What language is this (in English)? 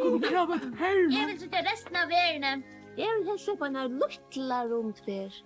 Faroese